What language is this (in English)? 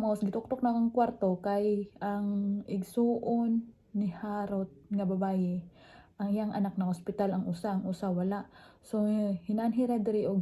Cebuano